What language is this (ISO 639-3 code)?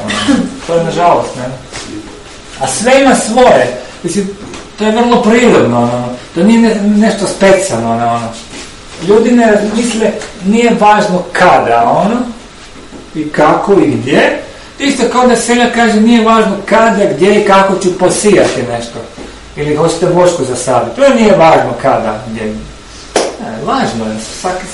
hrv